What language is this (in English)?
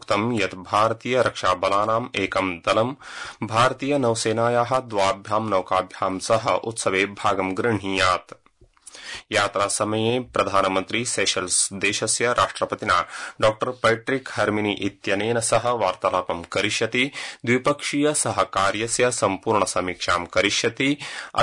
Sanskrit